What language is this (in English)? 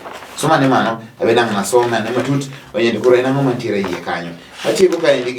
Luo (Kenya and Tanzania)